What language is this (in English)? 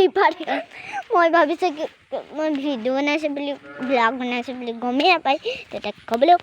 Assamese